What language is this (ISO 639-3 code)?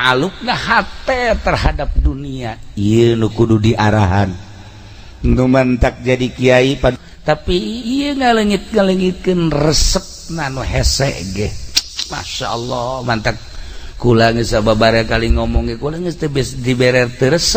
sun